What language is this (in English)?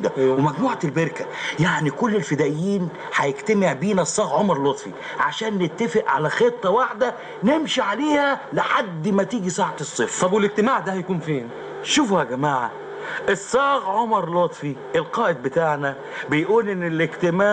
Egyptian Arabic